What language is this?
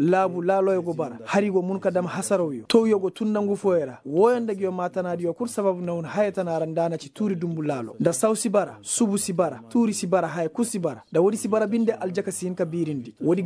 Koyraboro Senni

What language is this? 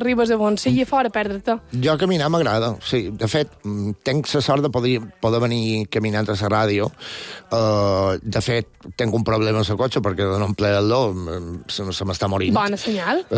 Catalan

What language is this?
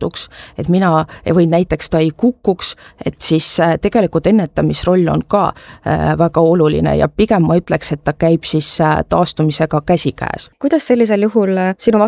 Estonian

